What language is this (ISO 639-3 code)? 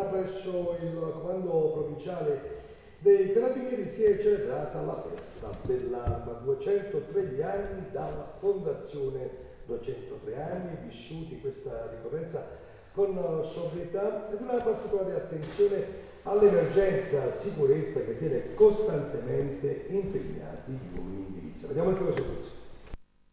ita